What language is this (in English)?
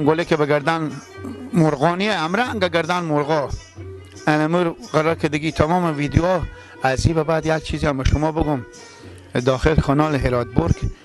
Persian